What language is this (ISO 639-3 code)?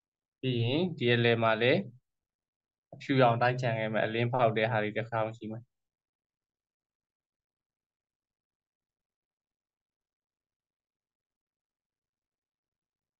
mya